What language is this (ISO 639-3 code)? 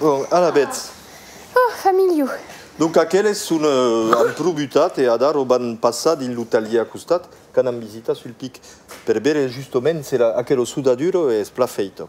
oci